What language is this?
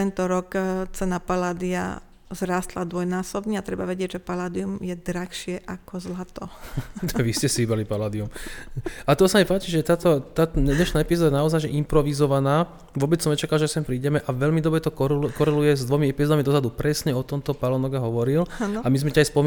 Slovak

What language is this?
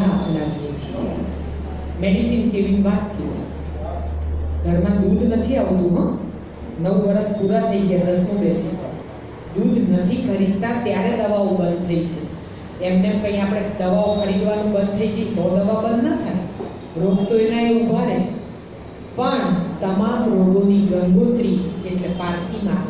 Gujarati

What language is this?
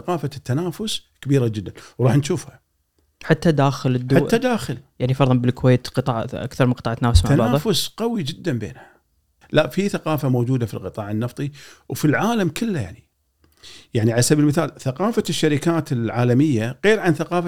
Gulf Arabic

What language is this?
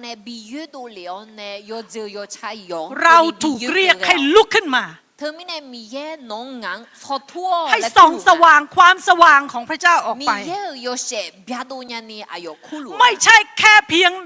Akha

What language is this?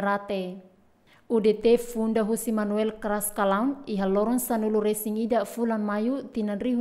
Tetum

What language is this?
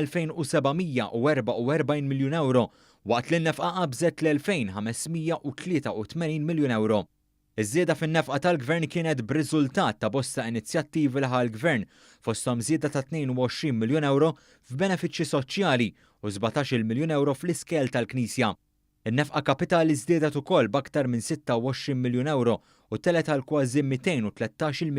Maltese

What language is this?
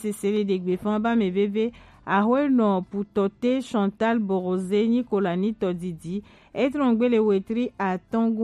Gen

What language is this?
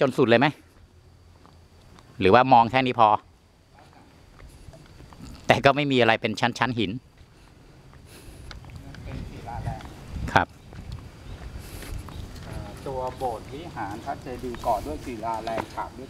Thai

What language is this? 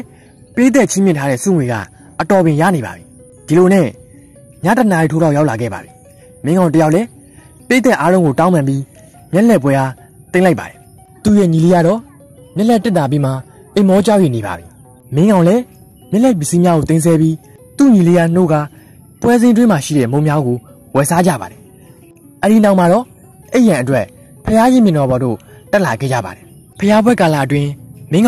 Burmese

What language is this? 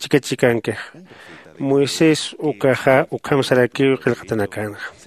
Aymara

